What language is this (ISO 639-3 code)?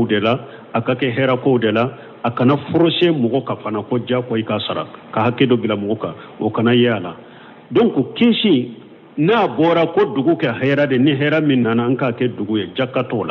bam